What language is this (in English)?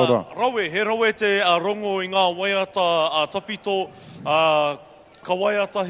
Māori